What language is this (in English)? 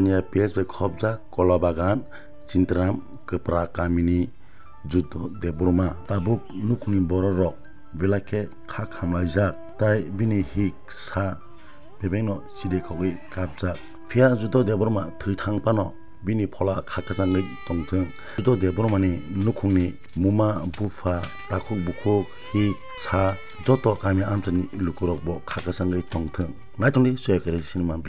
Kok Borok